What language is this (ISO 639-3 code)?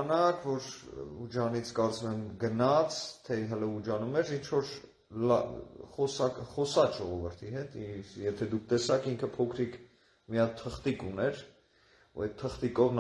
hye